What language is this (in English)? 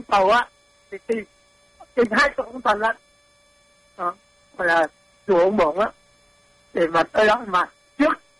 Vietnamese